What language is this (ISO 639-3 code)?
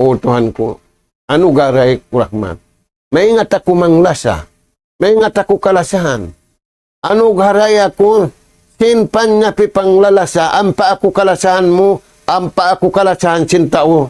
tsg